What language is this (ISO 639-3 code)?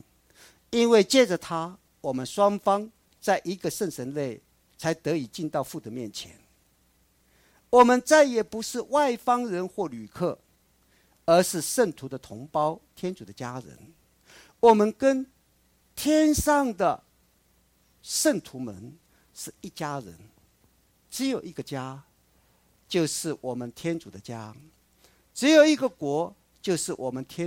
zho